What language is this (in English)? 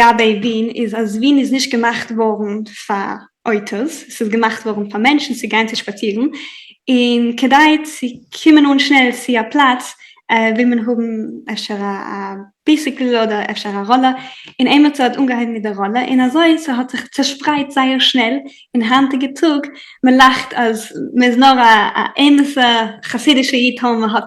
Yiddish